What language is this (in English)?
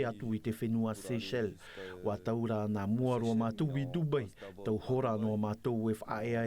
Tahitian